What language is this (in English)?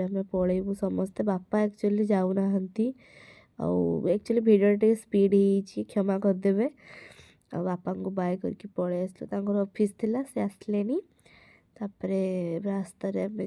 Odia